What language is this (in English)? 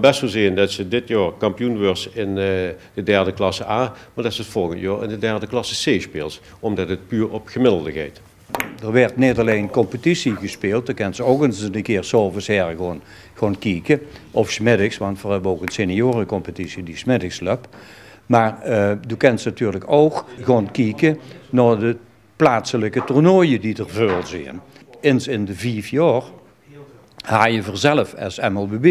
Limburgish